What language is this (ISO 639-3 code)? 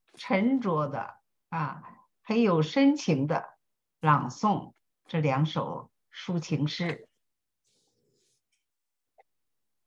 zho